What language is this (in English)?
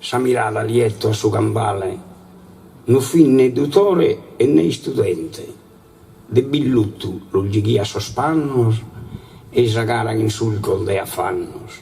Sardinian